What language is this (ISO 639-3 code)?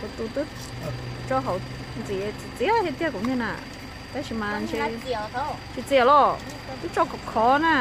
hmn